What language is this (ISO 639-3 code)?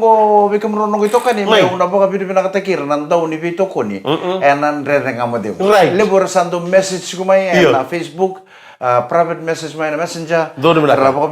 fij